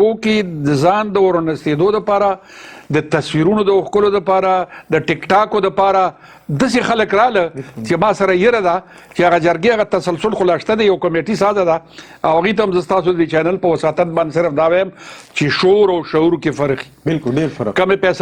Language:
Pashto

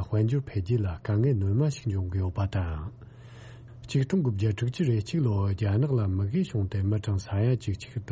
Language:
Tibetan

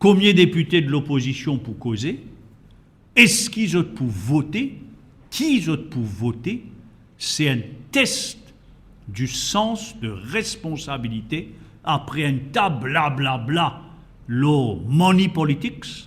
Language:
Morisyen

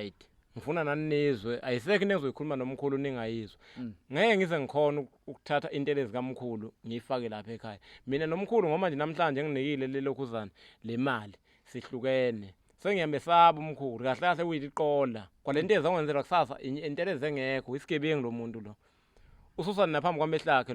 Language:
Zulu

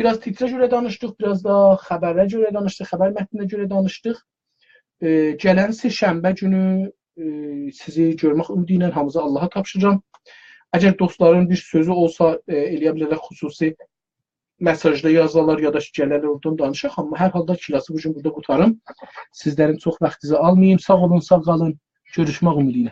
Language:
South Azerbaijani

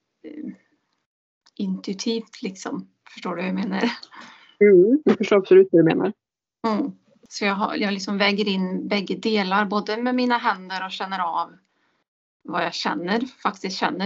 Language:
Swedish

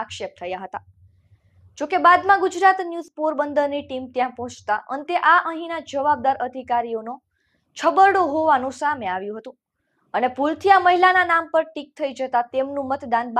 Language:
Gujarati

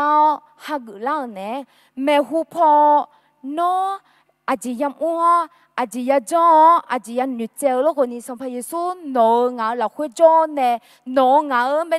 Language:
Akha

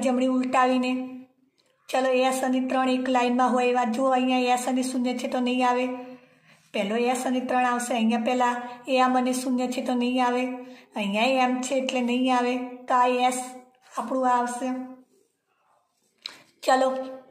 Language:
Gujarati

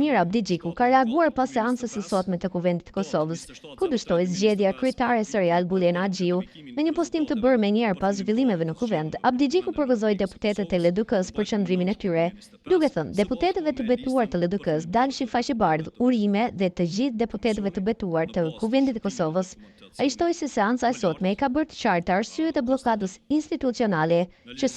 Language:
Albanian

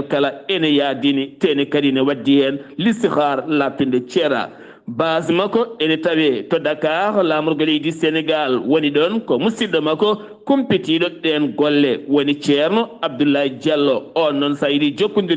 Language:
Fula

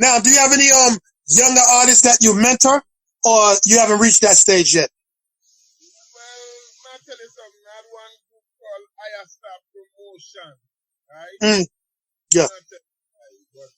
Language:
Jamaican Creole English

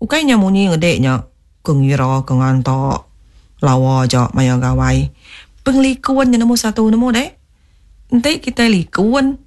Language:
Iban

